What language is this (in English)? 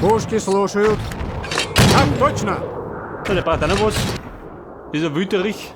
Bavarian